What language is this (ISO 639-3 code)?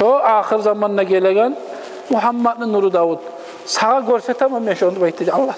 kum